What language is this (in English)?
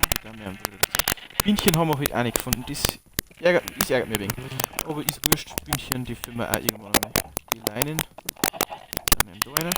Bavarian